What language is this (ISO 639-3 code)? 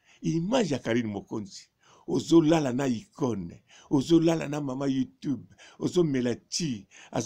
lin